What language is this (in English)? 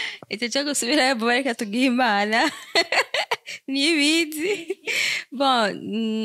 Rundi